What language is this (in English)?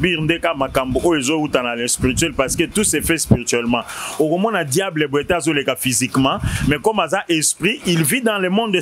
Lingala